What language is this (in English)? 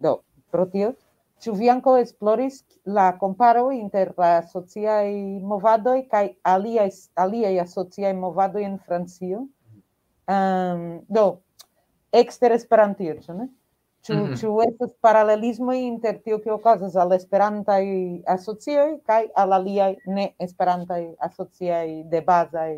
Esperanto